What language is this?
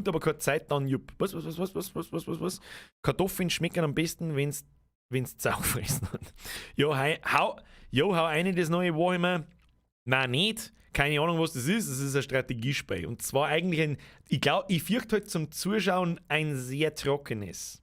Bavarian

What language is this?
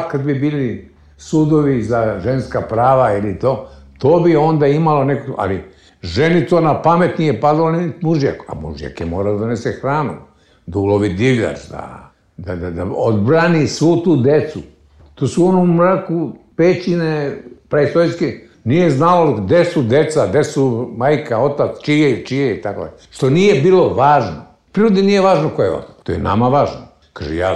Serbian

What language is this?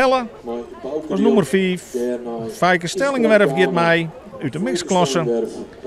Western Frisian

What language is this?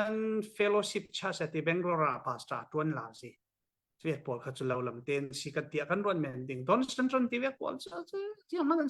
Falam Chin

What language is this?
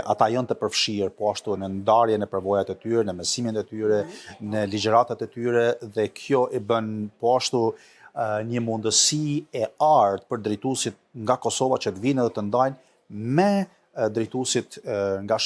Albanian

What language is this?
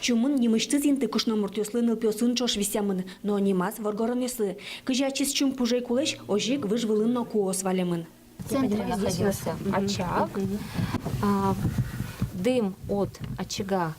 Udmurt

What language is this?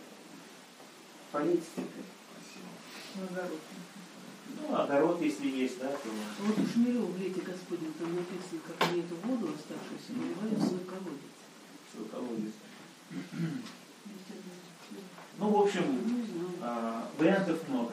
Russian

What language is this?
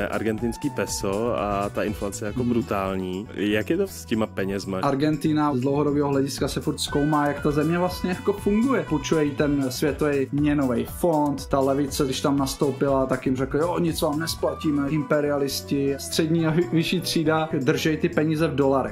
Czech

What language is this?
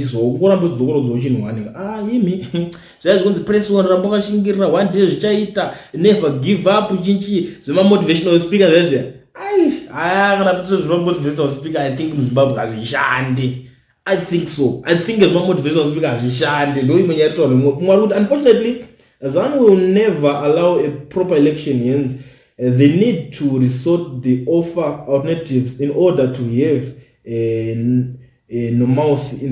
Shona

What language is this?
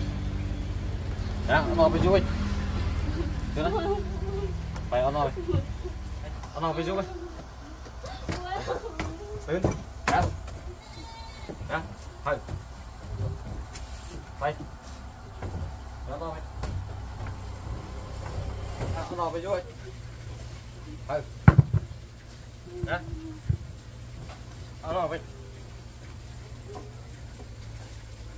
Vietnamese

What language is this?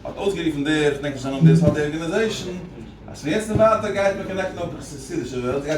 Yiddish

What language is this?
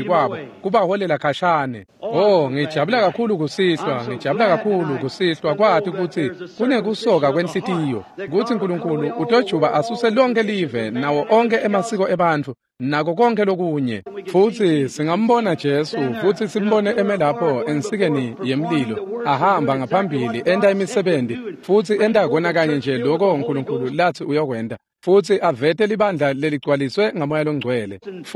Swati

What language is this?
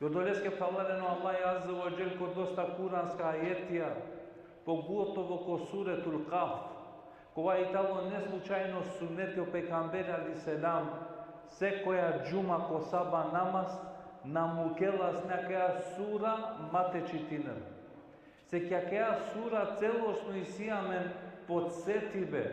Balkan Romani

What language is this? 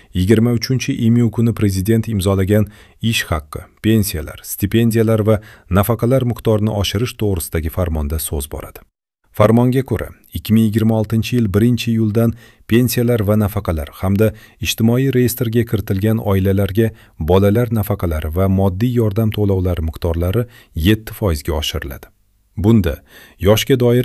Uzbek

